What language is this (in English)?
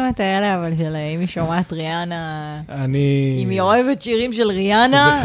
Hebrew